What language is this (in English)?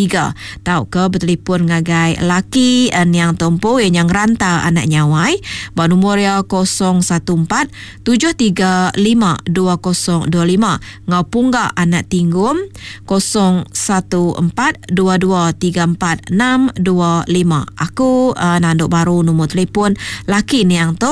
Iban